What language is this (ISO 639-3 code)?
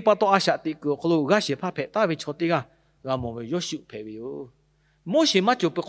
lhu